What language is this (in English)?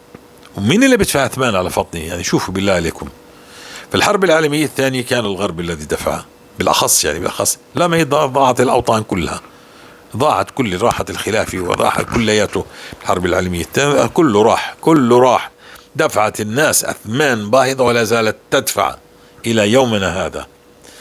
North Levantine Arabic